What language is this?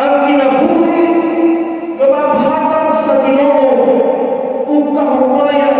Cebuano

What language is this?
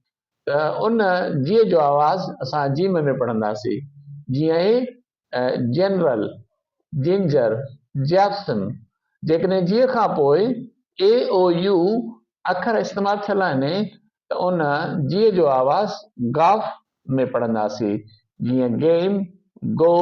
Sindhi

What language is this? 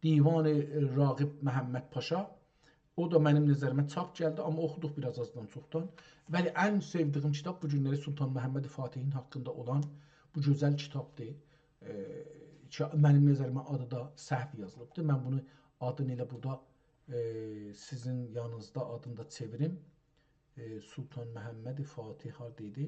South Azerbaijani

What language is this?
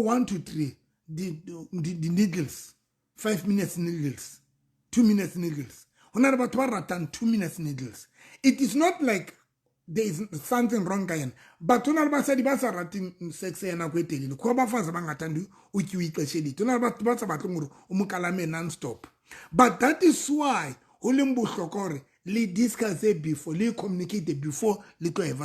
Southern Sotho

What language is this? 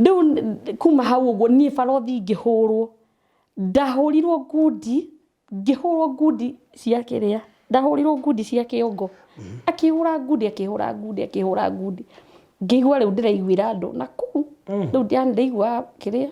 Kikuyu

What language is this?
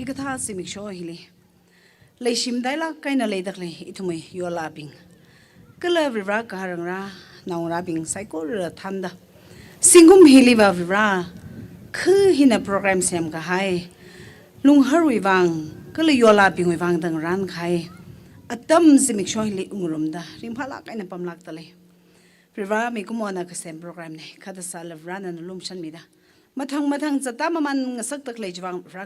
Tangkhul Naga (India)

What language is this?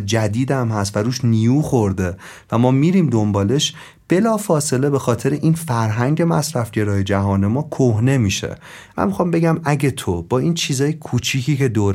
Persian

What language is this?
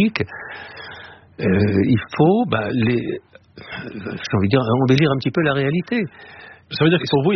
French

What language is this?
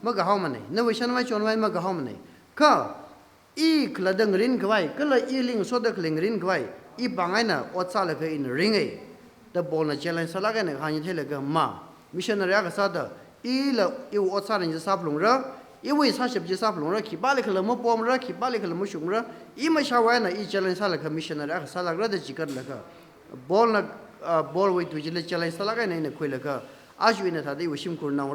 Tangkhul Naga (India)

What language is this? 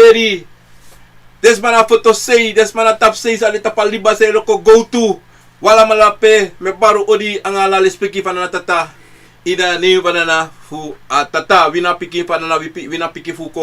Sranan Tongo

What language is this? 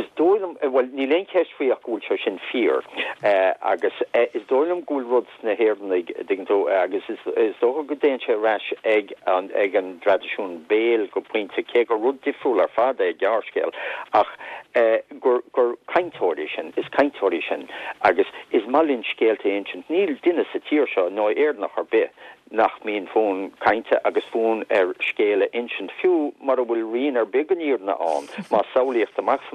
Irish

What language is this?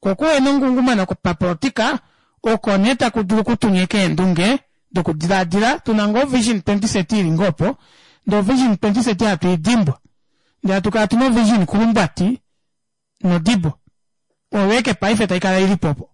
Kuanyama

